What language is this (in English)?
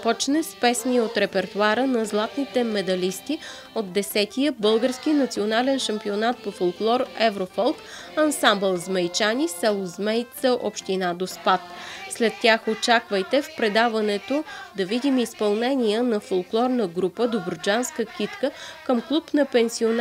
Bulgarian